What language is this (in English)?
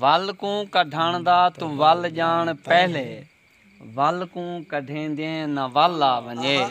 Saraiki